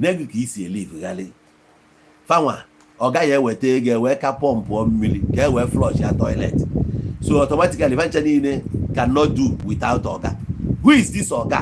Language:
Igbo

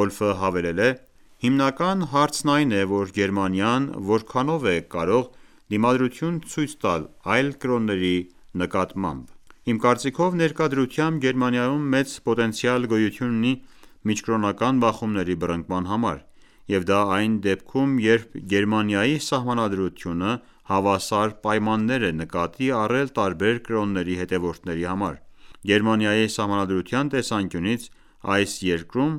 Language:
Armenian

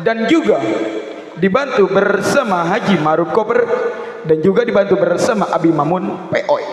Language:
Betawi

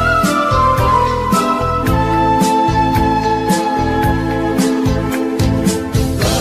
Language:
Spanish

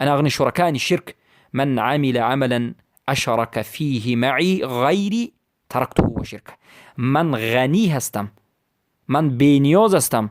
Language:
Persian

